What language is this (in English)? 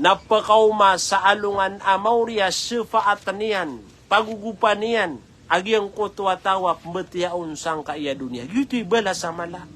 Maranao